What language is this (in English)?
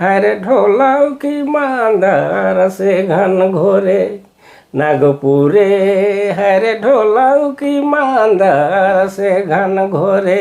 Sadri